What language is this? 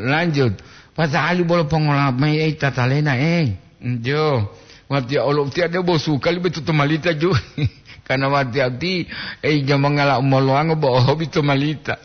Gorontalo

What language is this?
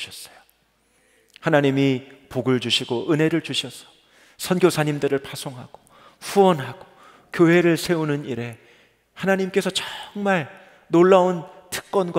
Korean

